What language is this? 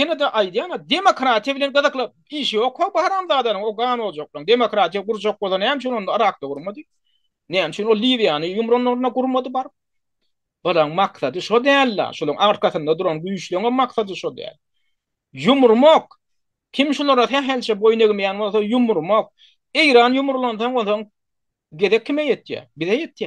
Turkmen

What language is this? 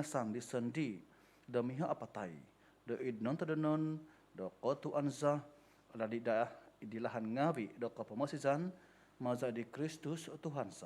Central Dusun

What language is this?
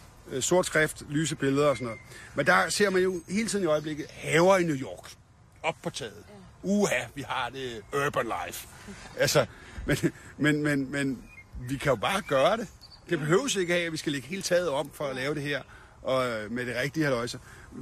Danish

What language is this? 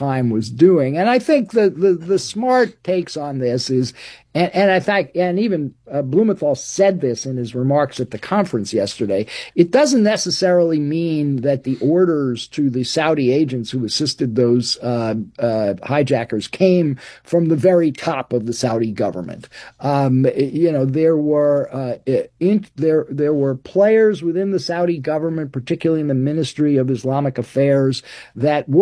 English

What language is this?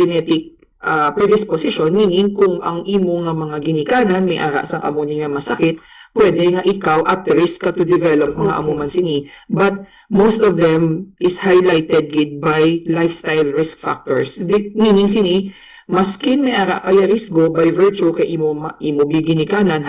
Hiligaynon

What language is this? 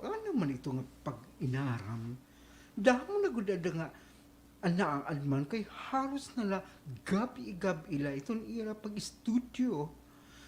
Waray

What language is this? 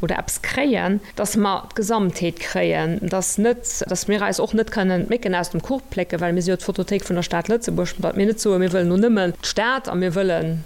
Luxembourgish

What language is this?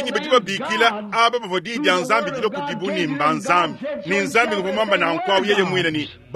Luba-Lulua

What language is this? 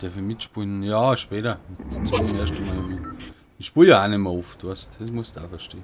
Bavarian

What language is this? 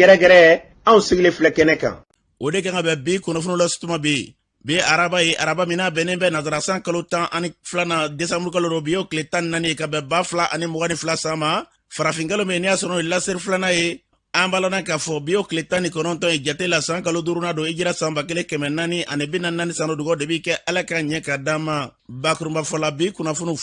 Bambara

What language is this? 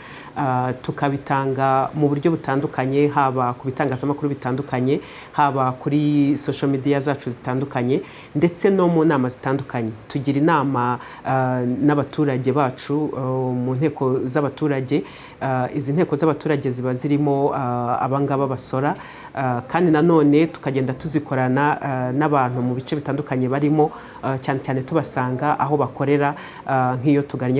Kinyarwanda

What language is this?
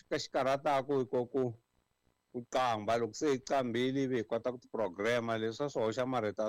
Tsonga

